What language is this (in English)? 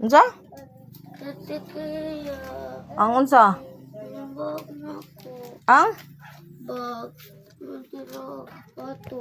Cebuano